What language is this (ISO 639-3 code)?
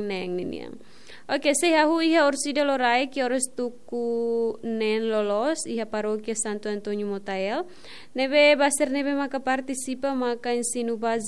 tet